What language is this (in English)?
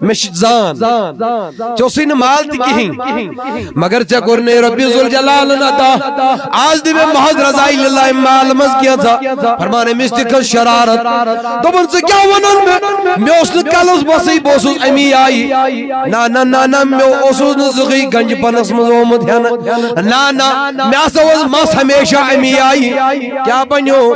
Kashmiri